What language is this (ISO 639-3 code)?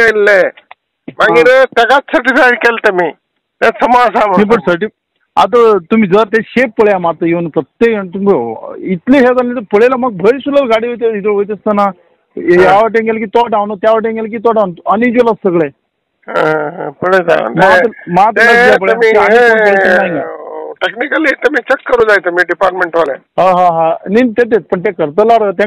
kok